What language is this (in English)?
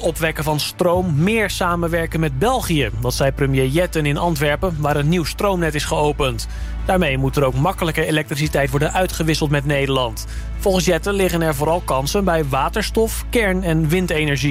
Dutch